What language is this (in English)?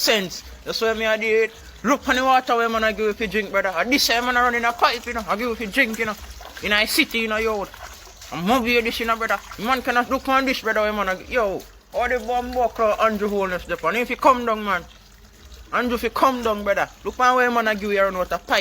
Jamaican Creole English